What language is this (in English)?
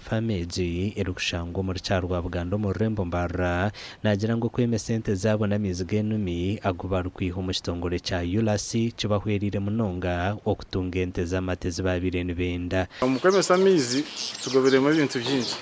Nyankole